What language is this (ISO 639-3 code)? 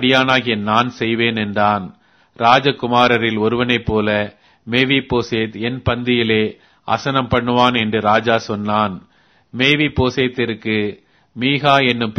tam